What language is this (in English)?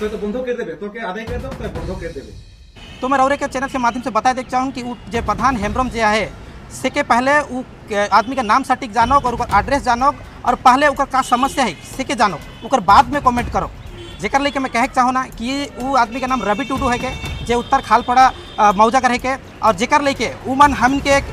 Sadri